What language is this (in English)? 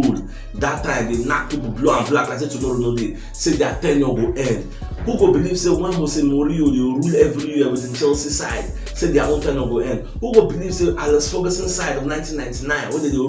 Nigerian Pidgin